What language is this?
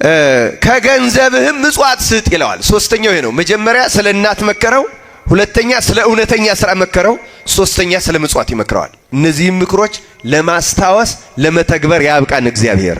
Amharic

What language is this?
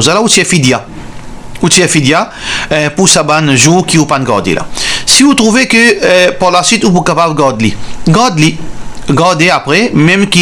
Morisyen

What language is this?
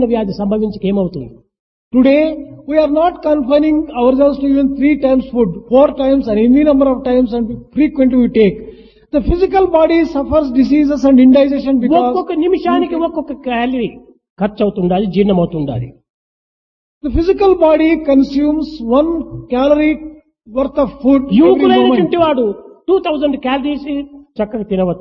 Telugu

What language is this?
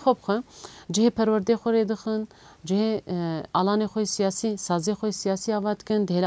Kurdish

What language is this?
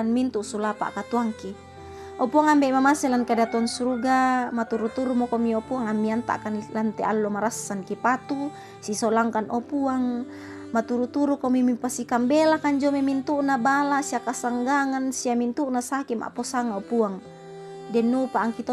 Toraja-Sa'dan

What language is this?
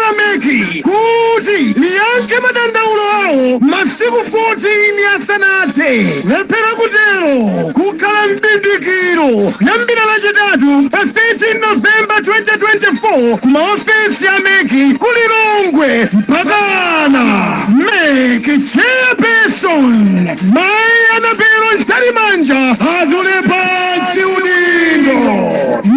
Nyanja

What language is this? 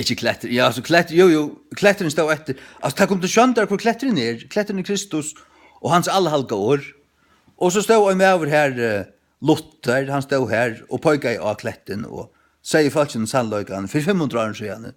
Faroese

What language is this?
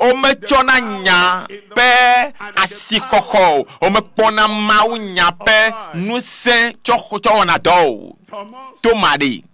Ewe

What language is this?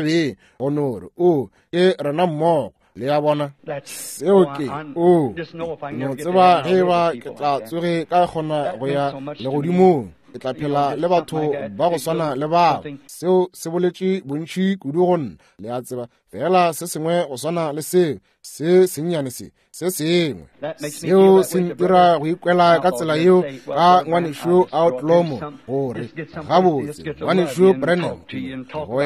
Northern Sotho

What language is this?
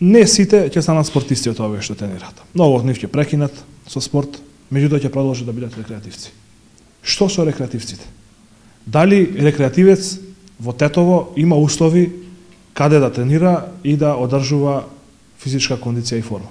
Macedonian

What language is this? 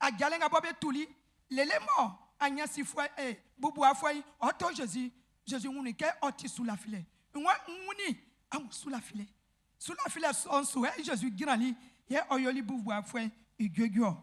Baoulé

